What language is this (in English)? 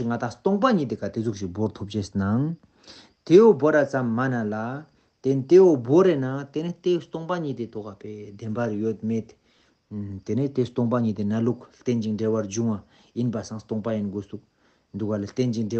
Ladakhi